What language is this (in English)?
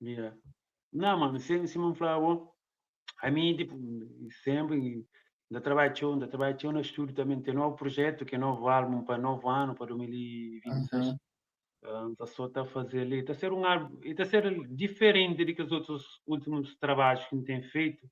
Kabuverdianu